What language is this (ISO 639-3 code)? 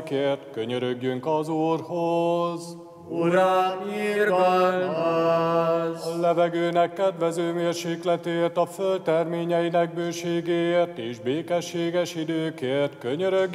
hun